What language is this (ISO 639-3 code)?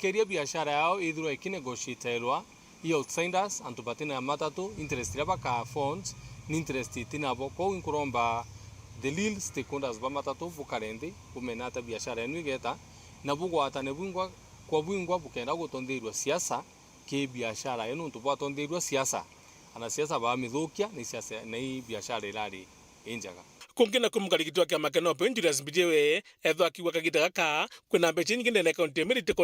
mer